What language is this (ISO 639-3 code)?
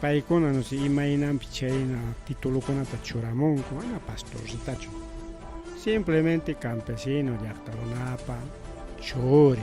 quy